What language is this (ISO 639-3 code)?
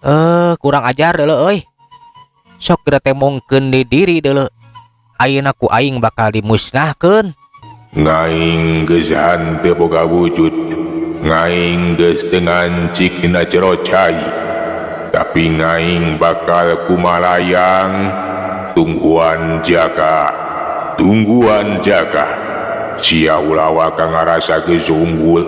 sun